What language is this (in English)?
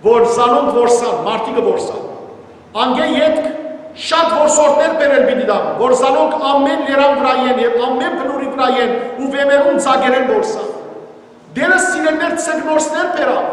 Western Armenian